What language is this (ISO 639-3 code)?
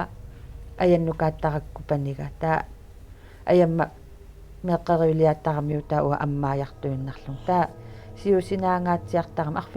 kal